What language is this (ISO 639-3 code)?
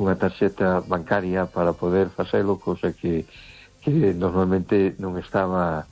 glg